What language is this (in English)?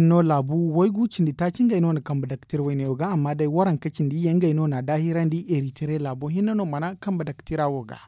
Zarma